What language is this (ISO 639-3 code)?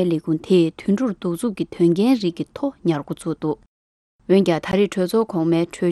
bod